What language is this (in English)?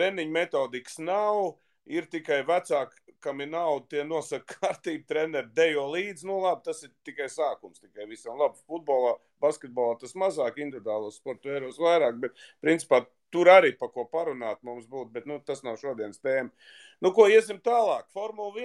Latvian